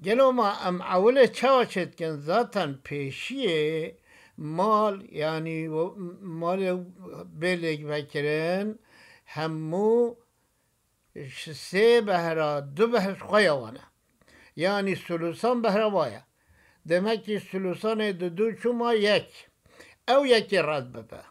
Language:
Kurdish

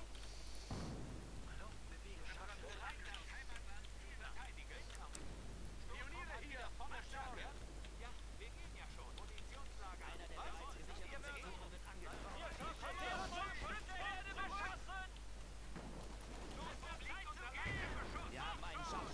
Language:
German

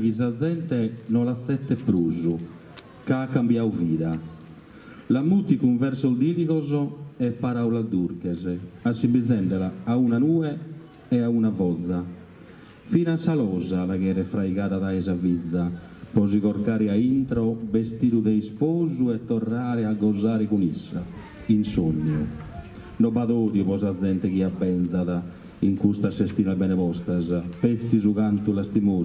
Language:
Sardinian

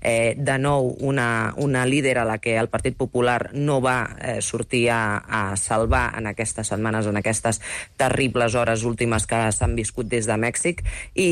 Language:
Catalan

